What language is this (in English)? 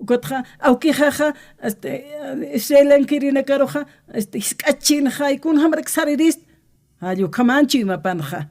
Aymara